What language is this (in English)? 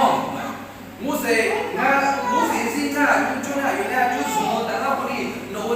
Akha